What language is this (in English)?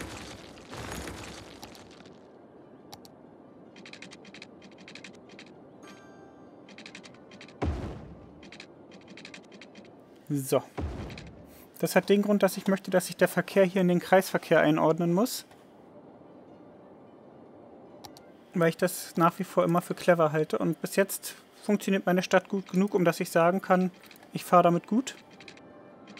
German